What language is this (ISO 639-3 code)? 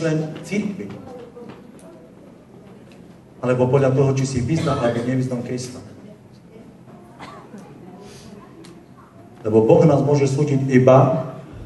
slk